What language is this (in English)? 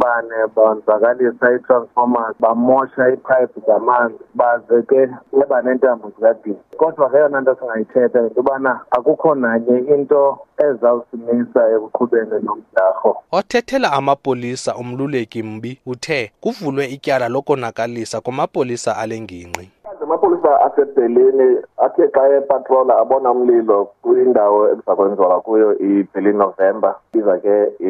Xhosa